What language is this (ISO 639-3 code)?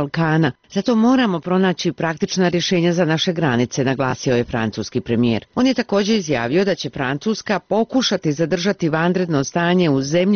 bos